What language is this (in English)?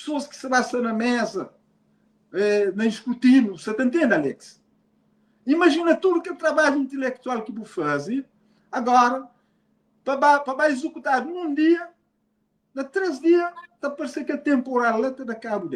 Kabuverdianu